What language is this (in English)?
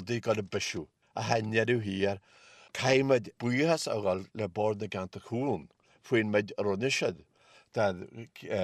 Irish